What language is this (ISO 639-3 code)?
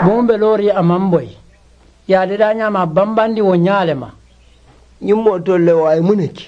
man